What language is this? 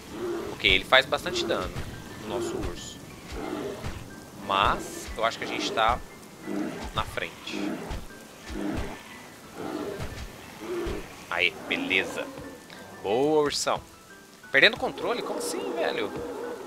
Portuguese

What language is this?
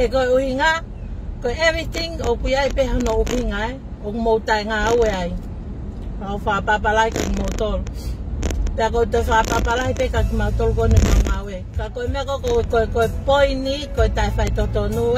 Tongan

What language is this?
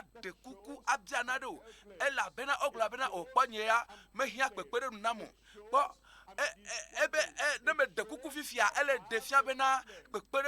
Ewe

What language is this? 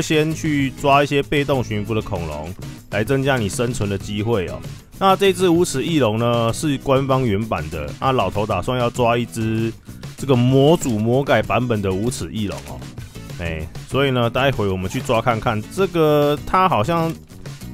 Chinese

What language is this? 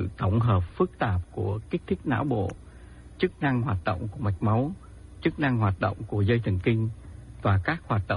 Vietnamese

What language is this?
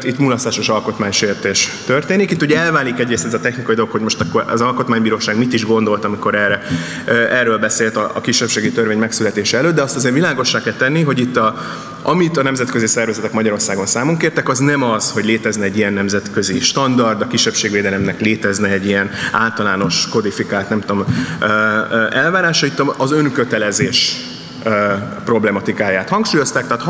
Hungarian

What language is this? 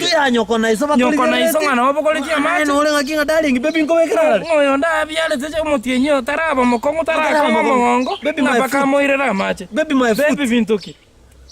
Gusii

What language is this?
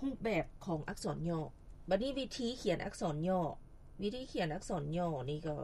Lao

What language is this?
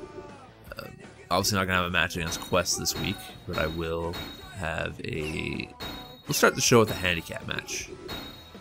English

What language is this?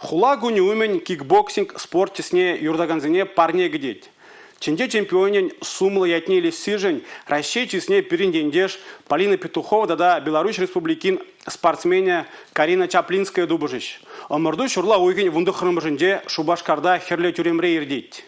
Chuvash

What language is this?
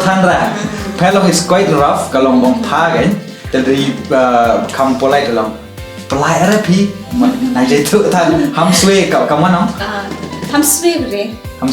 Khasi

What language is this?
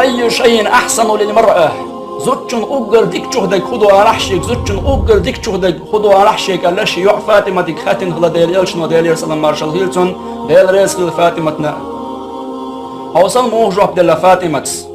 Chechen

